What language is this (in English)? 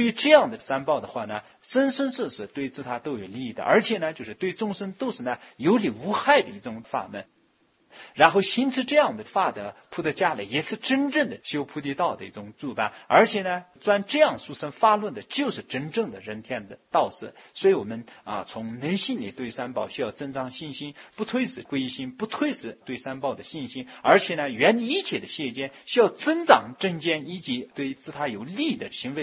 Chinese